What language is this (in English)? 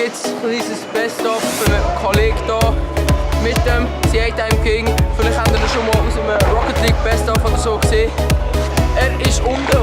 Swiss German